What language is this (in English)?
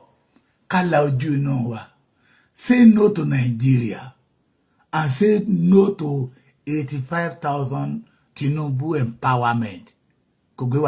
Yoruba